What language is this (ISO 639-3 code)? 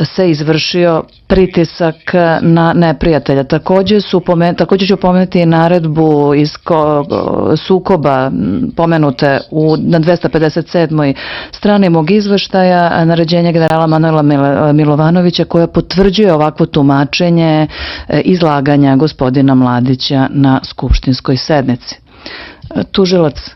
srp